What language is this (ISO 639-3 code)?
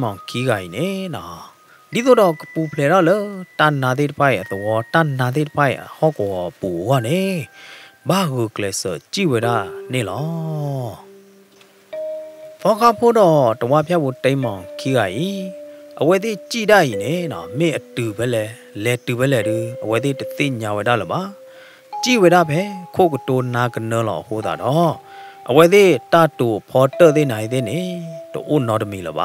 ksw